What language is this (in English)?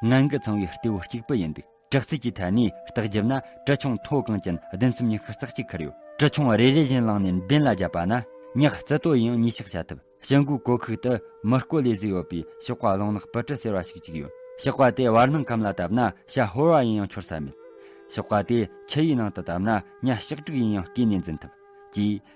Tibetan